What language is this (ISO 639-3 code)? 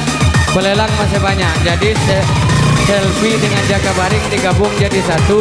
mui